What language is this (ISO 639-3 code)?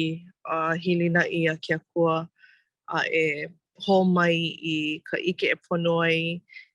haw